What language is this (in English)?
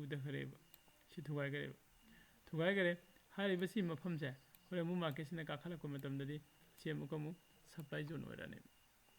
Manipuri